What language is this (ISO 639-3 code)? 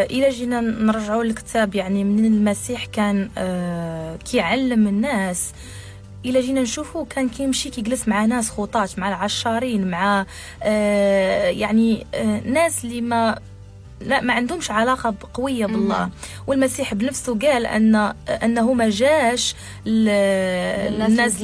ary